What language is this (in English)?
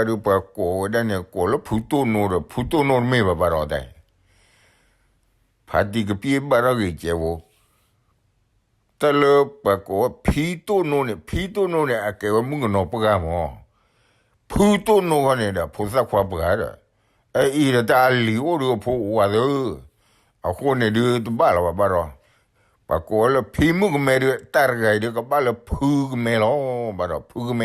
S'gaw Karen